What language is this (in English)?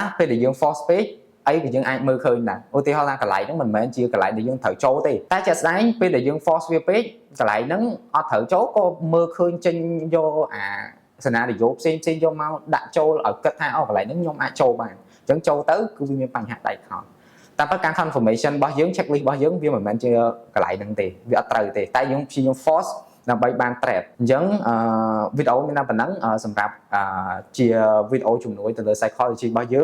Khmer